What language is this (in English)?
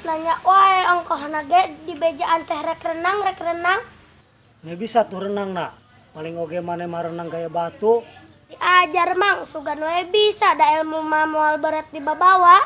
Sundanese